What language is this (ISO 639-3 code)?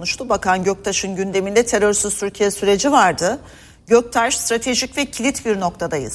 tur